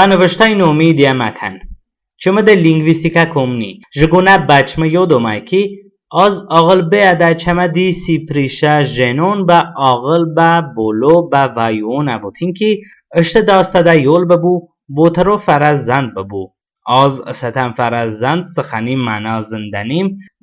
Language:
Talysh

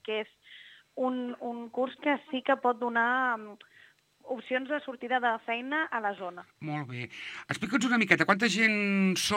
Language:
Catalan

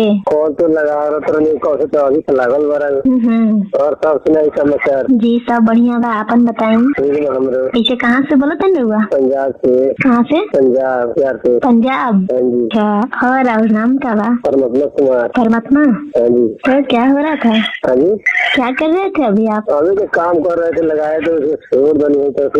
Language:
Bhojpuri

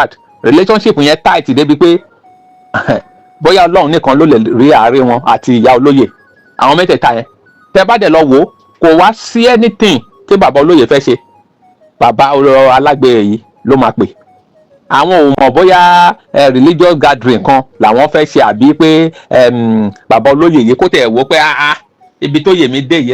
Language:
Yoruba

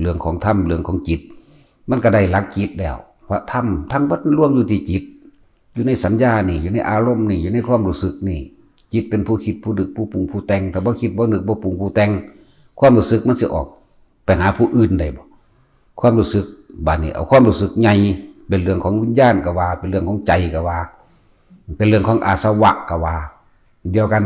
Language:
Northeastern Thai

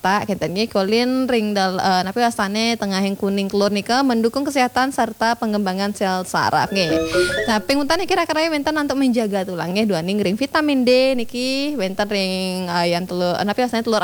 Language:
Balinese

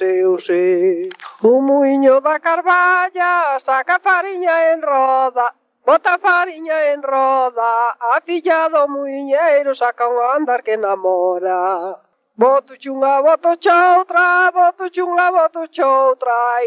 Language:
Galician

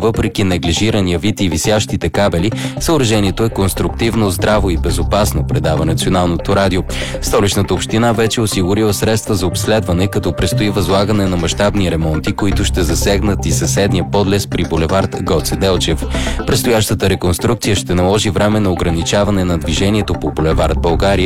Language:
Bulgarian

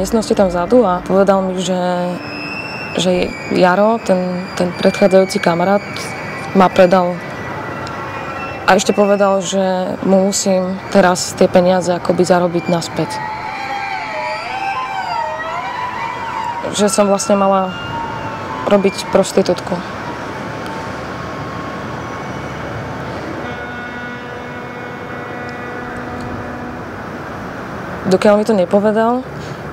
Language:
Slovak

